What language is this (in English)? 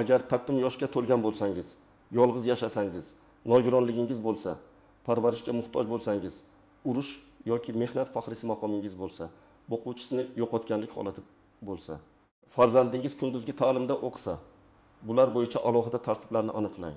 Uzbek